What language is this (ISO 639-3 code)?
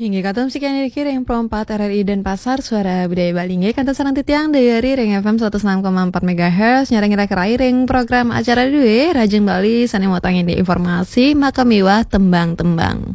ban